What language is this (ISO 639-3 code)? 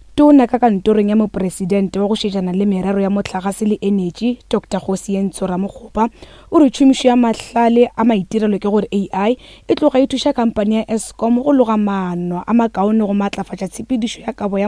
nso